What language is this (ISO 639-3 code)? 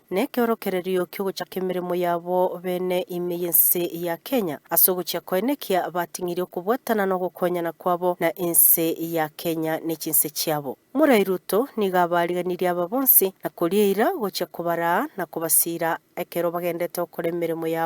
guz